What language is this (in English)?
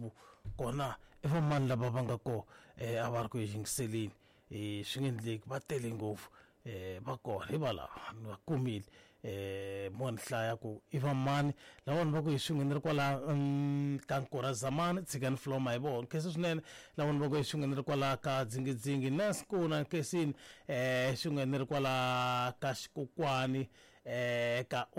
Tsonga